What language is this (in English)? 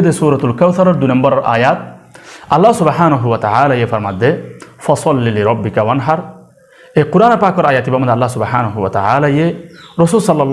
Rohingya